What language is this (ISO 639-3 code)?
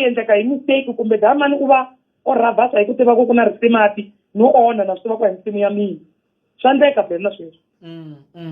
tso